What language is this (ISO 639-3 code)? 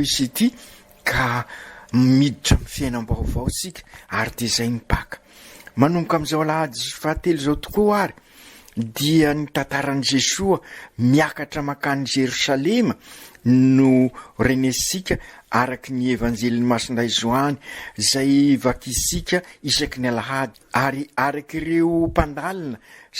mlg